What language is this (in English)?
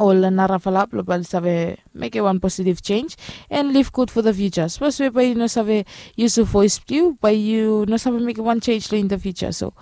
Bislama